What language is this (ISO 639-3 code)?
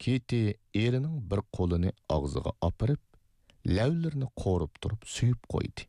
uig